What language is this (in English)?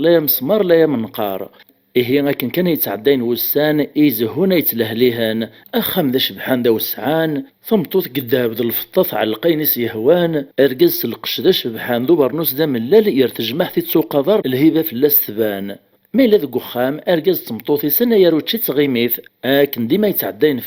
Kabyle